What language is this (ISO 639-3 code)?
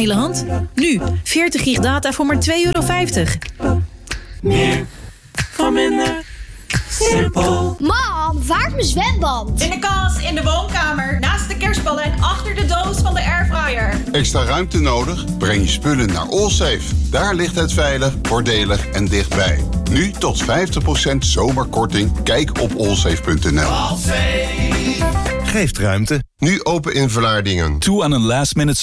nld